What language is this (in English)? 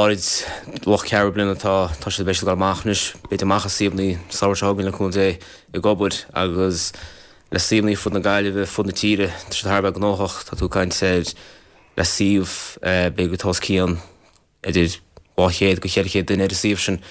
Irish